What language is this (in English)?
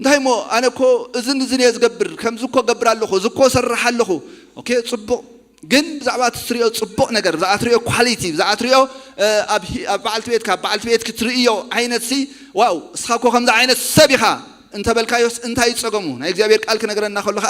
Tigrinya